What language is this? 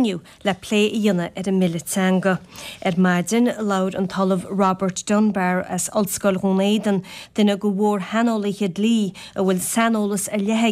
Irish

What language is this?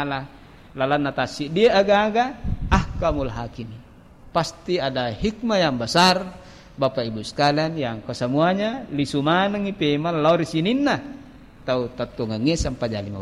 Buginese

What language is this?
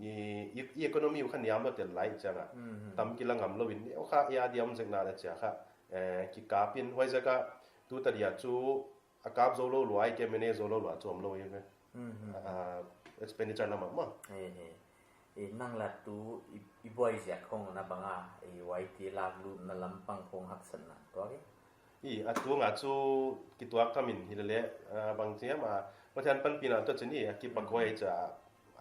Paite Chin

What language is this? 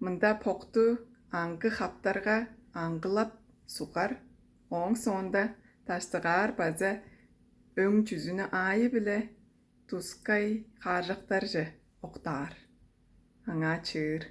Tuvinian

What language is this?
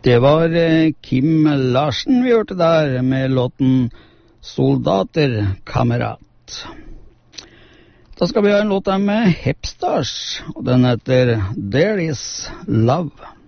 Norwegian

